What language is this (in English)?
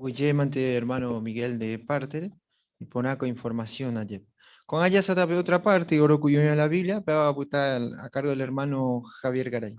Guarani